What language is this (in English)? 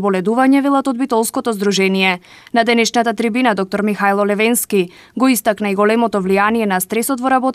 Macedonian